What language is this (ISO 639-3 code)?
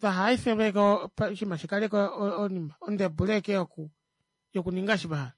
kua